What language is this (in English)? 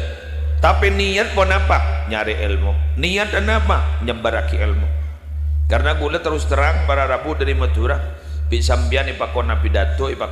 Madurese